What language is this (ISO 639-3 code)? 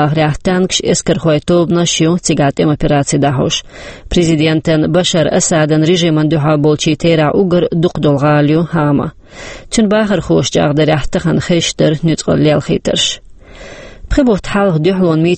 che